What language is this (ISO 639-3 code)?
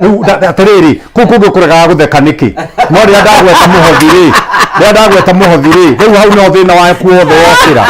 kik